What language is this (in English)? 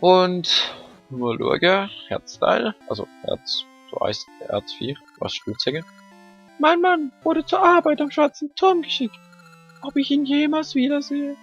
Swiss German